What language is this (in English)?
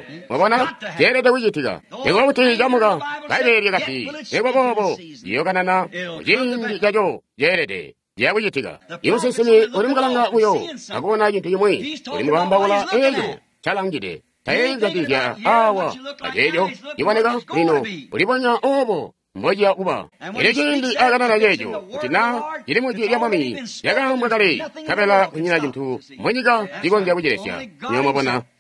Tonga (Zambia)